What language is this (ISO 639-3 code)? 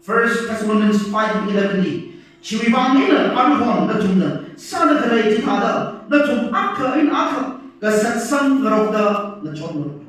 nmf